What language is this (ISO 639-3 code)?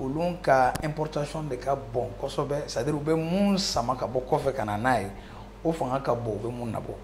bam